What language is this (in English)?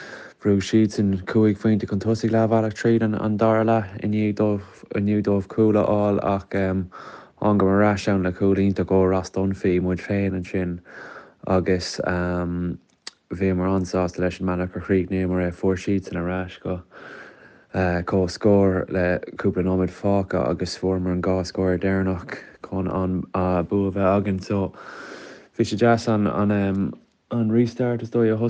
Irish